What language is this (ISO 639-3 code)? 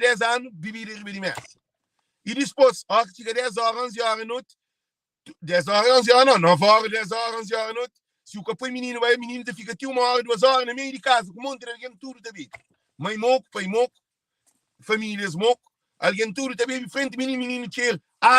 kea